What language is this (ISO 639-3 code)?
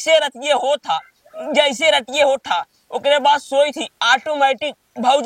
awa